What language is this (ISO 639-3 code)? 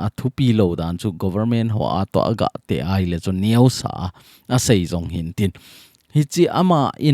tcz